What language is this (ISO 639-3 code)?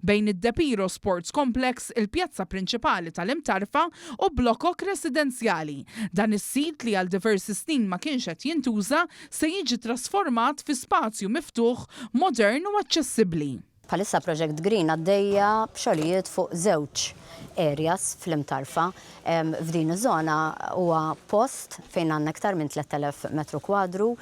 mlt